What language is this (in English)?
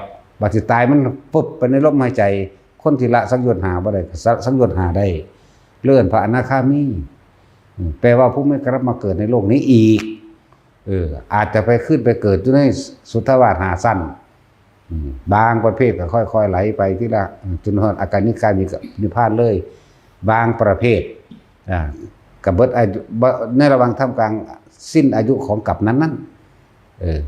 Lao